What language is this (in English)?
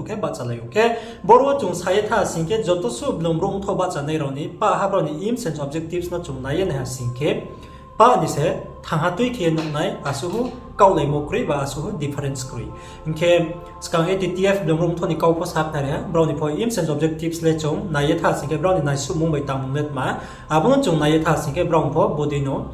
Riang (India)